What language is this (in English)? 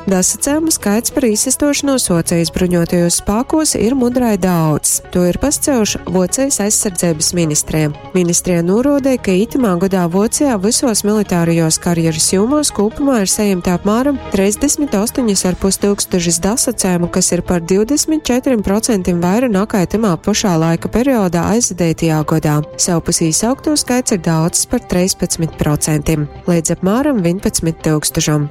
Latgalian